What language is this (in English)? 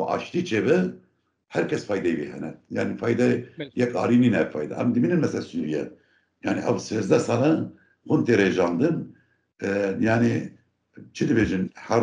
Kurdish